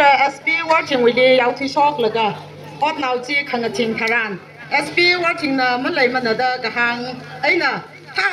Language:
Tangkhul Naga (India)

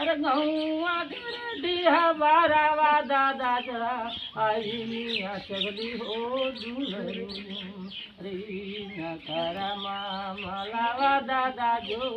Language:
Magahi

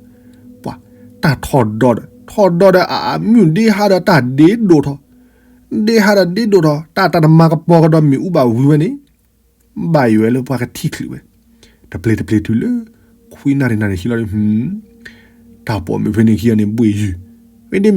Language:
S'gaw Karen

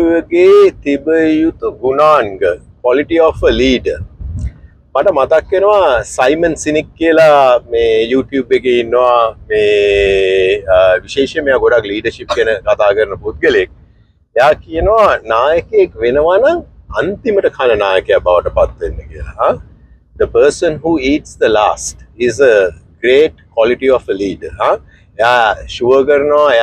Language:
Sinhala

